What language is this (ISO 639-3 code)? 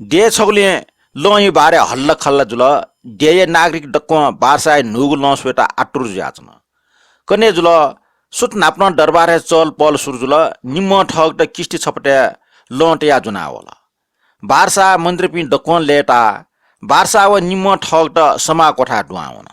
new